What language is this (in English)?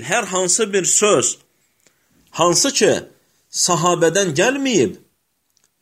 Azerbaijani